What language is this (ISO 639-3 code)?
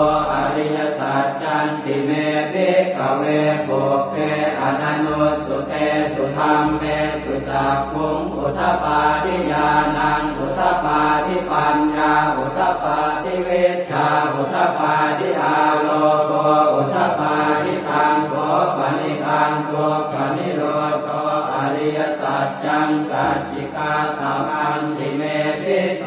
pli